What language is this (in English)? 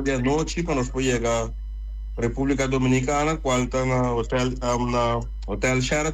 Papiamento